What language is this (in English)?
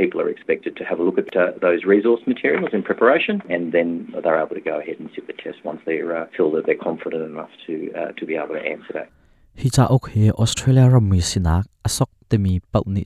Hakha Chin